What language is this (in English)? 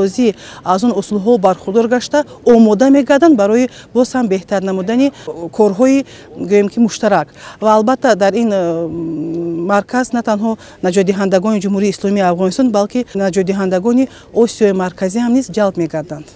Tajik